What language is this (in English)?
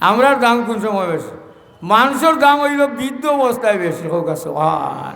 Sylheti